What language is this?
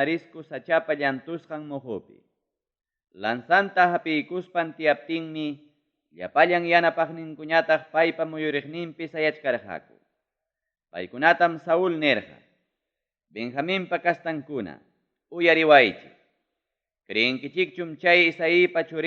Ayacucho Quechua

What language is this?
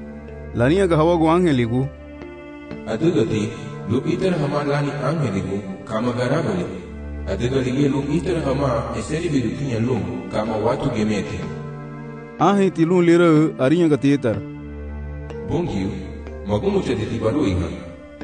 Garifuna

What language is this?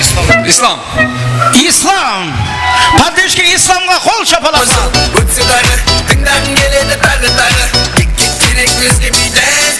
Kara-Kalpak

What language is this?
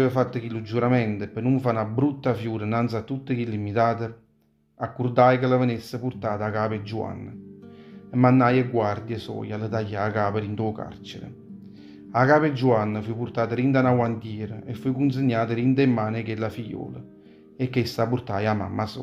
Neapolitan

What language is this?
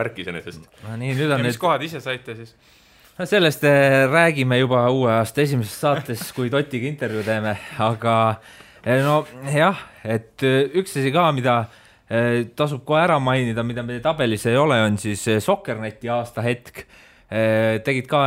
Estonian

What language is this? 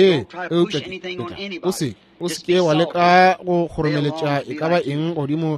Northern Sotho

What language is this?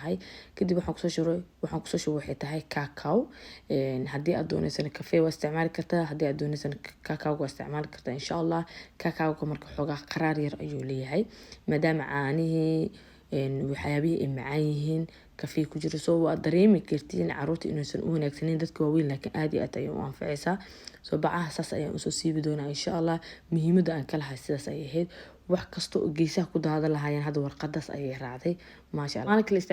Somali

